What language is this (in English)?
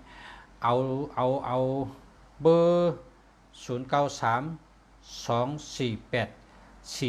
Shan